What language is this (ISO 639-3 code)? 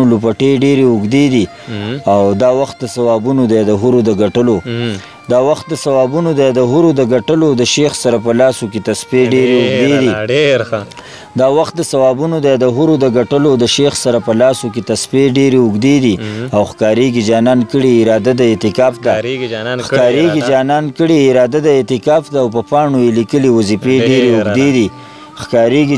pus